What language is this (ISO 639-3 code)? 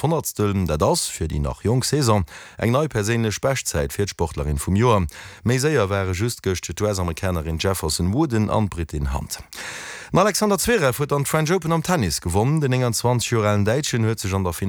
ltz